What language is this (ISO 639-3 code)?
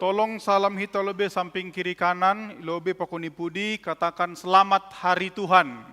bts